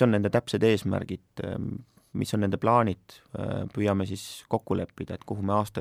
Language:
Estonian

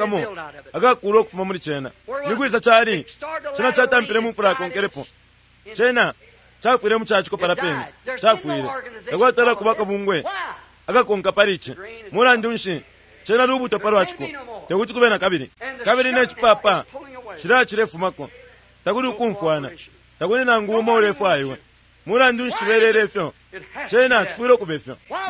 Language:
Bemba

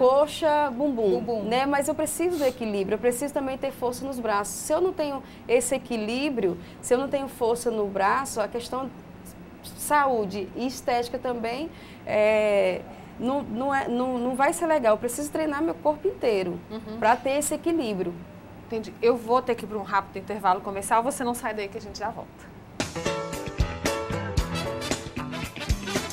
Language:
Portuguese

